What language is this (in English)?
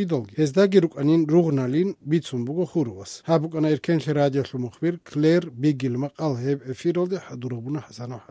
Avaric